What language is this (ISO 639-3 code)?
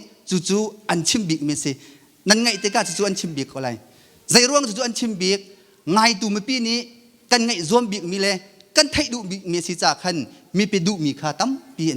cnh